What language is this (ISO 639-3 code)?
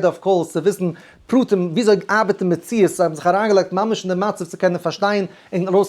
yid